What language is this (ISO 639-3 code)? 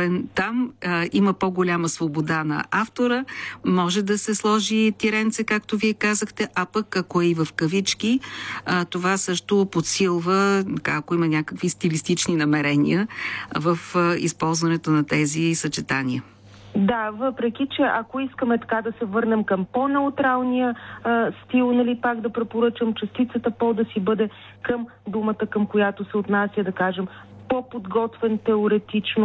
bul